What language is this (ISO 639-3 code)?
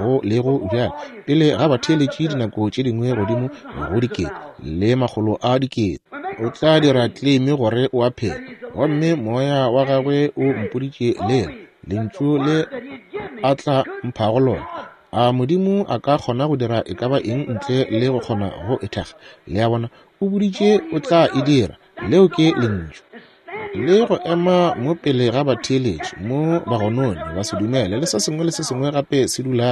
nso